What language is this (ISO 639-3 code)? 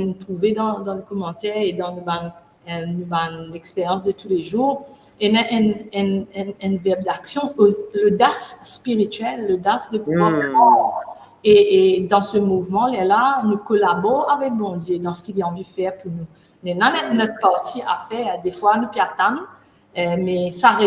mfe